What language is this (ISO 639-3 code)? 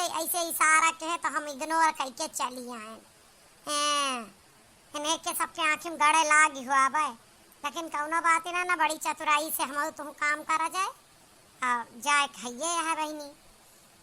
awa